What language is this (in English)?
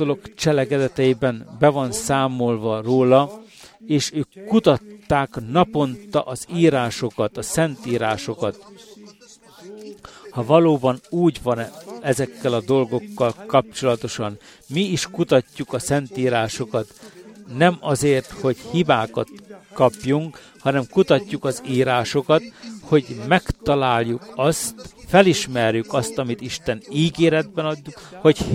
Hungarian